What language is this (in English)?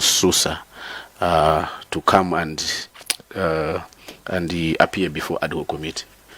Nyanja